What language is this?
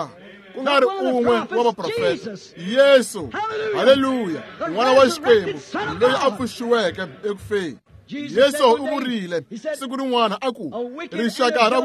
Tsonga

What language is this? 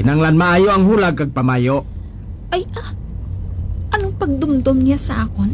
Hiligaynon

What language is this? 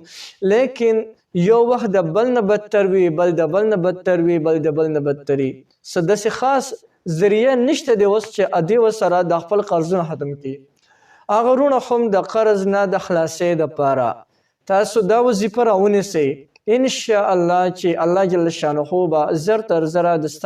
Pashto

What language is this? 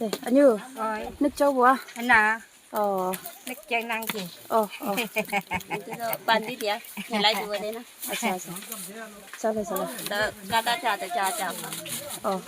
Naga Pidgin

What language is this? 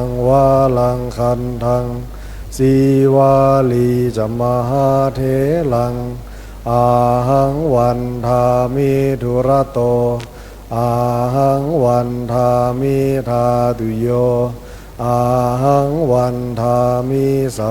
Pali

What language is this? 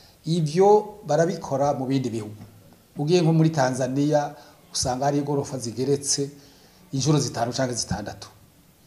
Rundi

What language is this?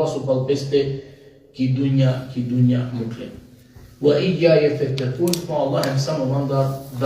Balkan Romani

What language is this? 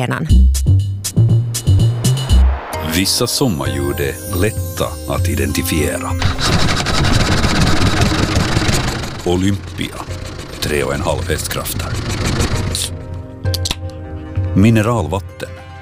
Swedish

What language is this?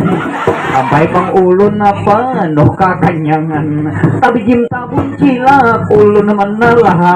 Banjar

